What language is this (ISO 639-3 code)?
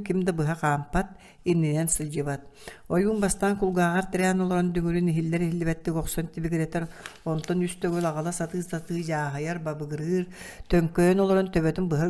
sah